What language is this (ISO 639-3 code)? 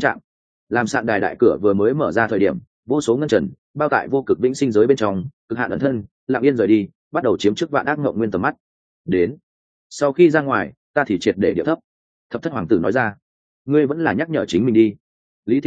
vie